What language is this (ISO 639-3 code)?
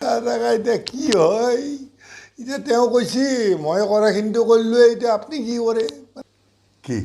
asm